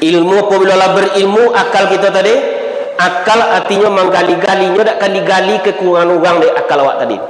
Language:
Minangkabau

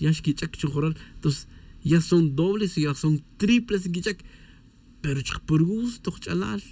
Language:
Tz'utujil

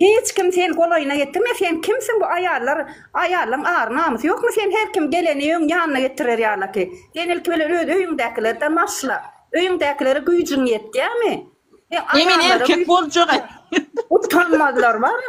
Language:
Turkmen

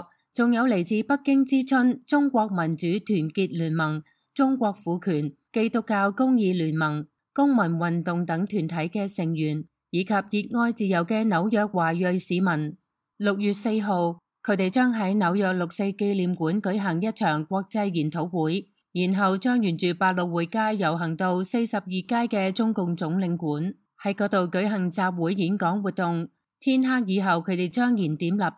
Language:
Cantonese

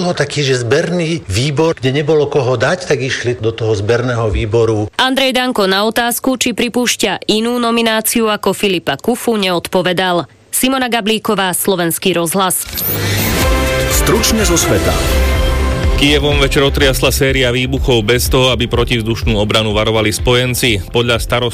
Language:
Slovak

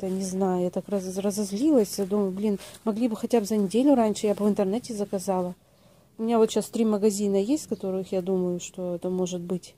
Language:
Russian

